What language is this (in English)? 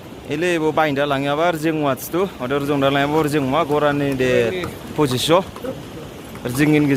Dimasa